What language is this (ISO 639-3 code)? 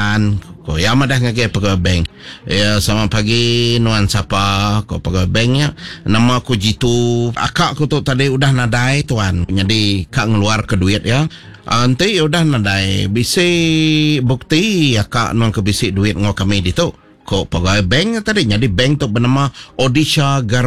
iba